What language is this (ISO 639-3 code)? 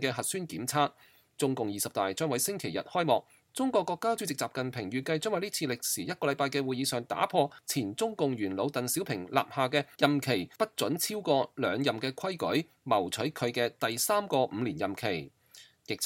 yue